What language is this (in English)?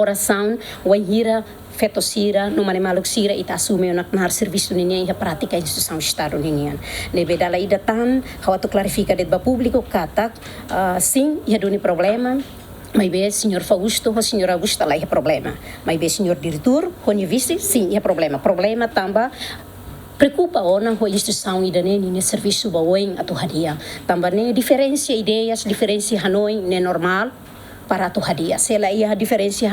Tetum